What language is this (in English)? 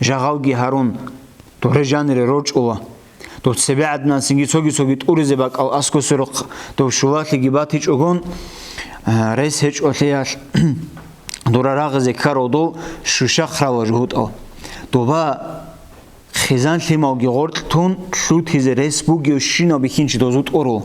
Avaric